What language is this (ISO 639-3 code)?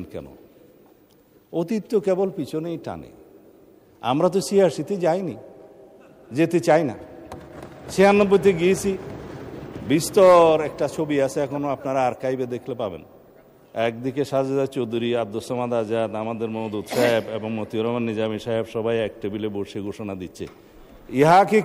ben